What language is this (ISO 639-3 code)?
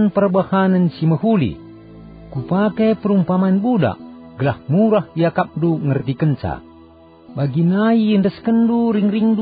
btx